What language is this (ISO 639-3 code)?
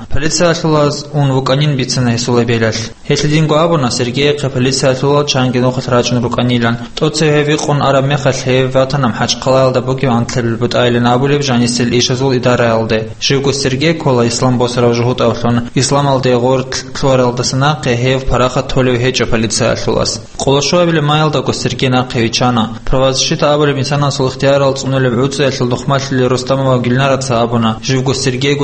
ava